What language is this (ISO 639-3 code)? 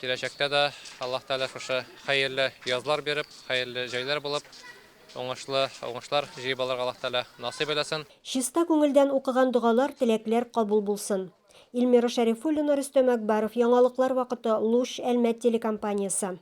tat